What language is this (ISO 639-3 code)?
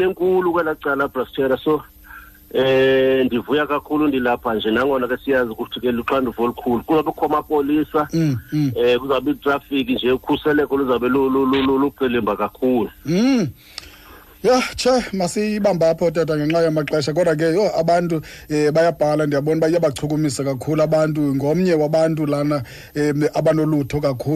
xho